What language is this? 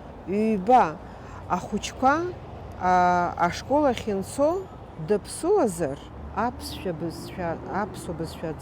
Abkhazian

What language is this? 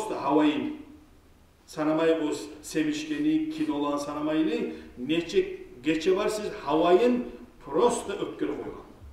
Kumyk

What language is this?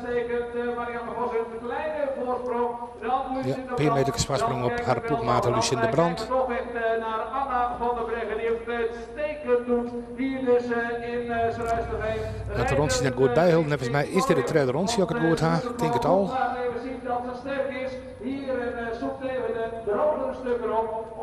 Western Frisian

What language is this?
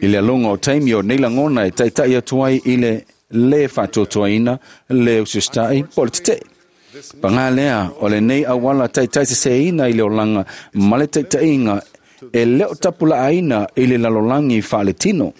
Samoan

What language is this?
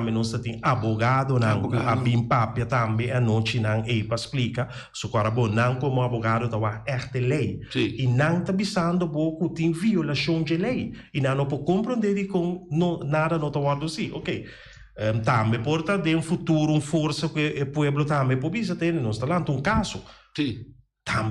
Papiamento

